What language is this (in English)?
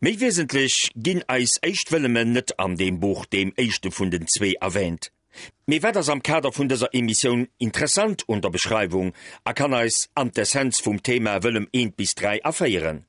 Luxembourgish